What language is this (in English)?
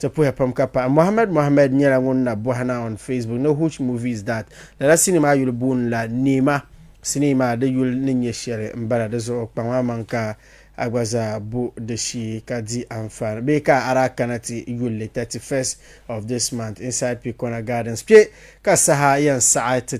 Dagbani